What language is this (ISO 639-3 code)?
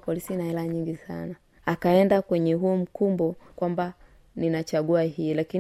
swa